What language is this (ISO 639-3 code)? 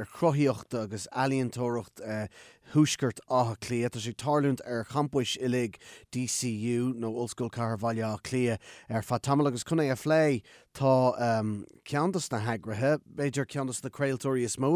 gle